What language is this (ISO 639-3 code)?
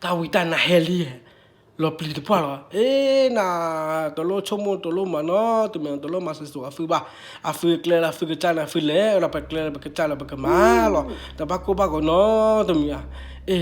ksw